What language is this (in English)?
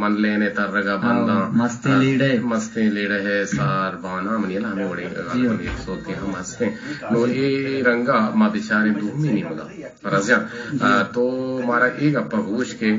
Eastern Balochi